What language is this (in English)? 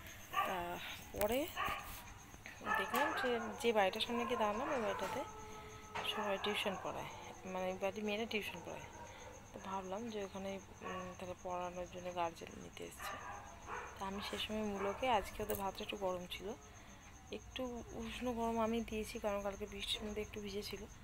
Bangla